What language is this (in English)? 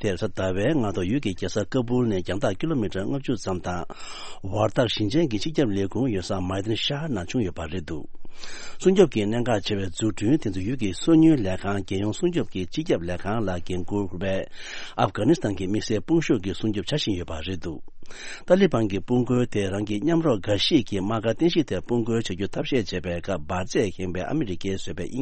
Tibetan